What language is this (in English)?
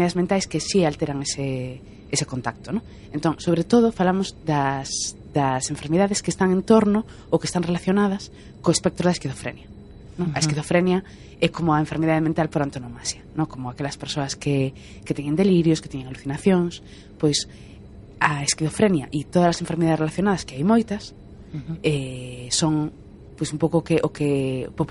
Galician